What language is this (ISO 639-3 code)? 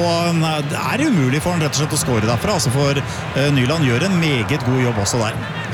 nor